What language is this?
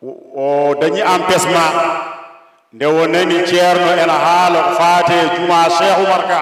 Fula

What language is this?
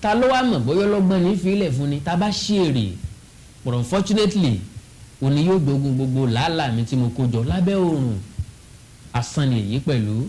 Yoruba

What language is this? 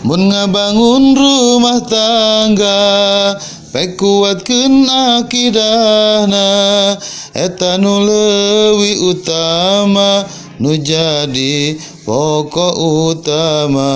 Sundanese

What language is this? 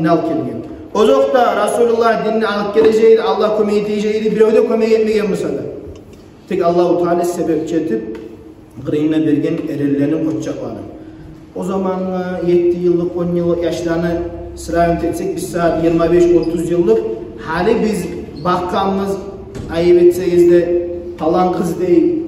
Kumyk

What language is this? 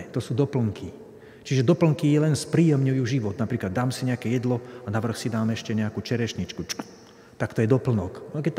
Slovak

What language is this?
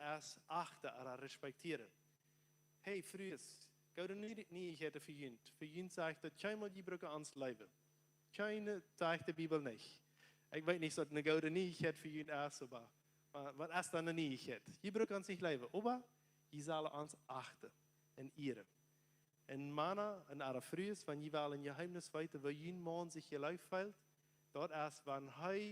Plautdietsch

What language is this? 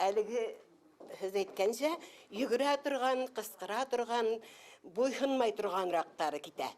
Bashkir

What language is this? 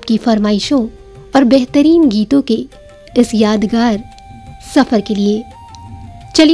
Hindi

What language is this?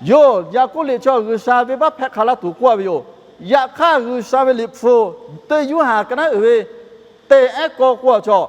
Lahu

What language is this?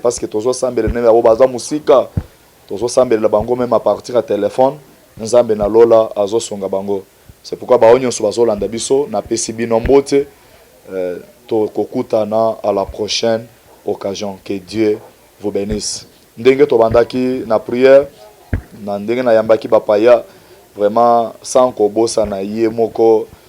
Lingala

